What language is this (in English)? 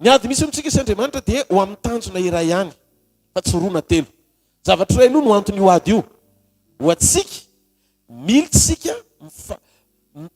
Malagasy